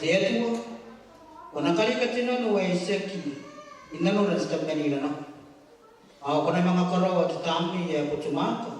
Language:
Gilbertese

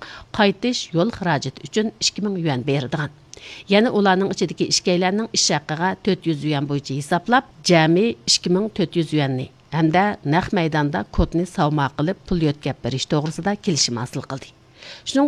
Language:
Uyghur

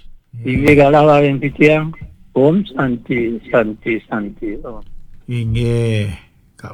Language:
Balinese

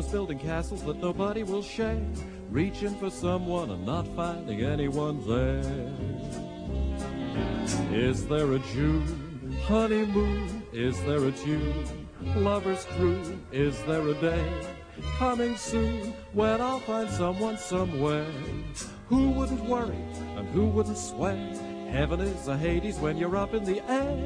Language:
English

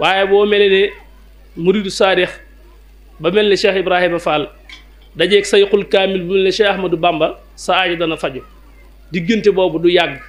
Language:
Wolof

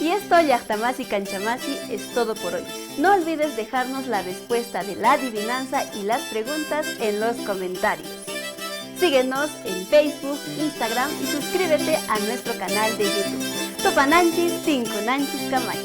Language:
Quechua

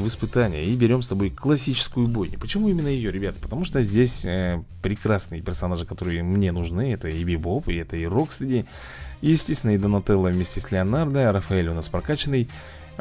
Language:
Russian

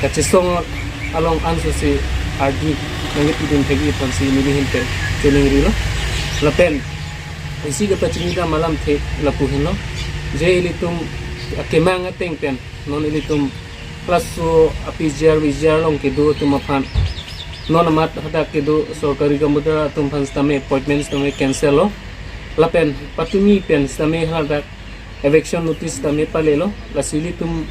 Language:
Karbi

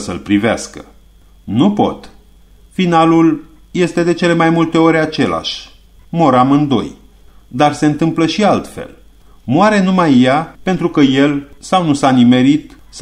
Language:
Romanian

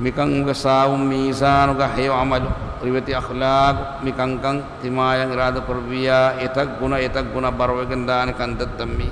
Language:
Divehi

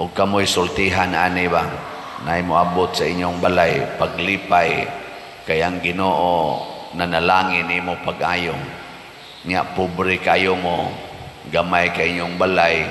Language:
Cebuano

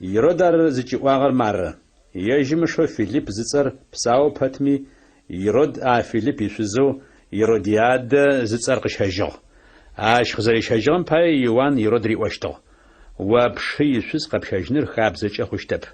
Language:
Adyghe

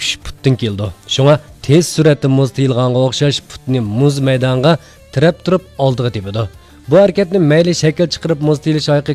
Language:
Uyghur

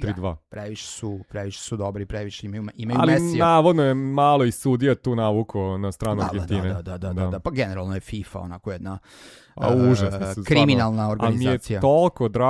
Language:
Serbian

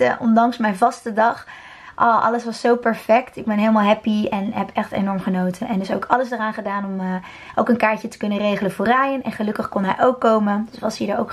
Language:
Dutch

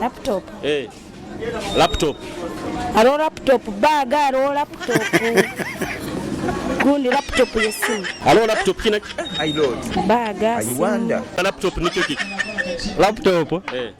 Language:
Nyoro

